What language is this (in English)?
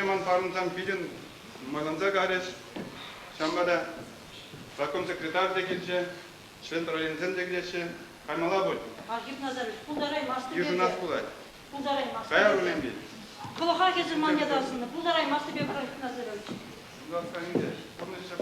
Chuvash